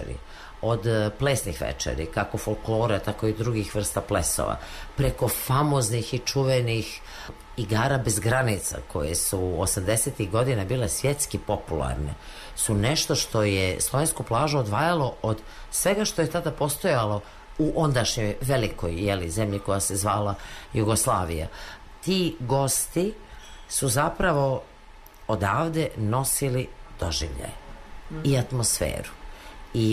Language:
Serbian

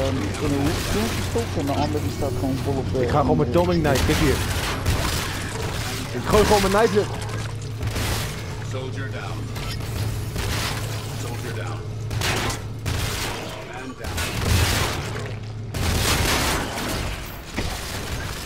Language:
Dutch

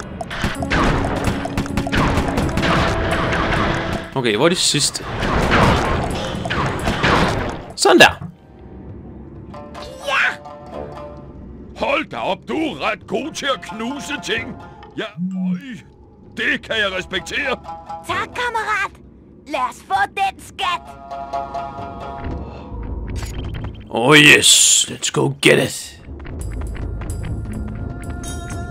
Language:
Danish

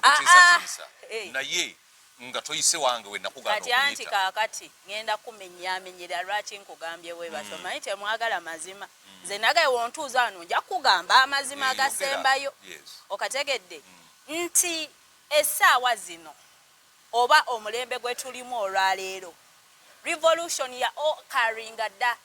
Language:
Ganda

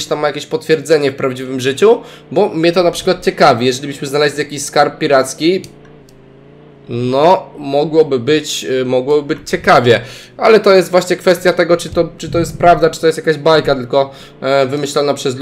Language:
Polish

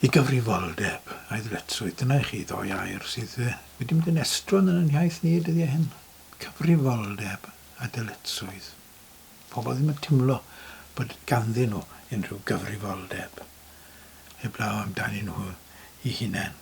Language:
Welsh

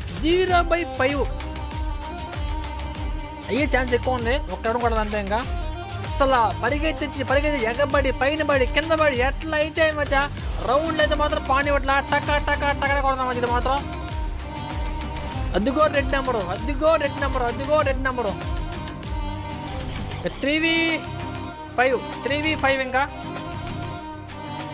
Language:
Telugu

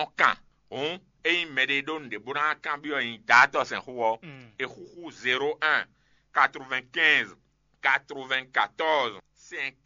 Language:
Fon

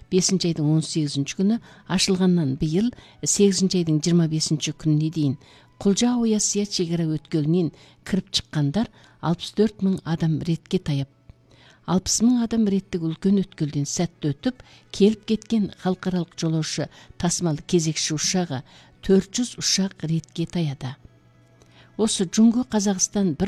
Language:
Kazakh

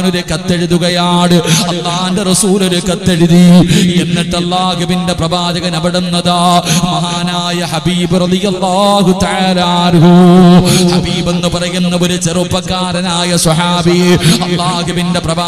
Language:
Malayalam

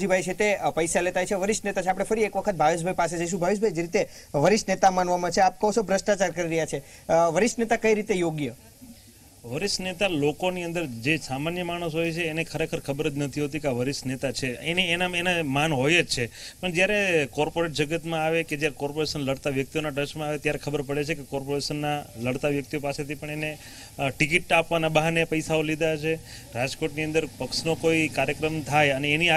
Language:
Gujarati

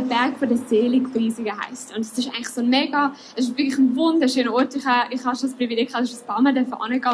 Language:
Swiss German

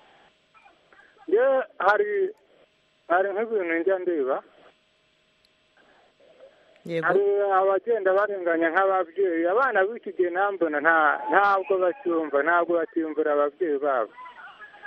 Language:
Kinyarwanda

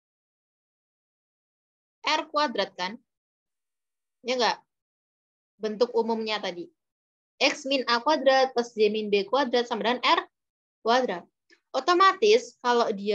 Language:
Indonesian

